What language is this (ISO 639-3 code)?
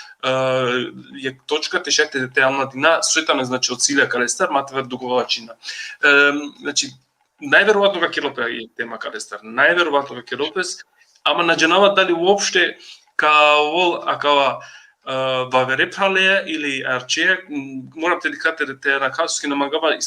rmn